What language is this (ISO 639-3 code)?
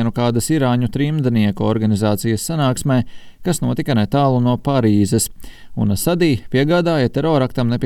lav